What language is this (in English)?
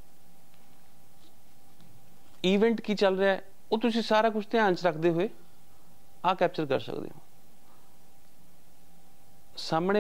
Punjabi